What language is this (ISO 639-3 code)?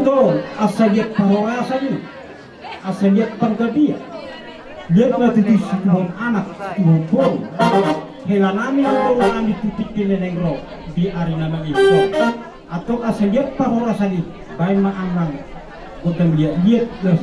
bbc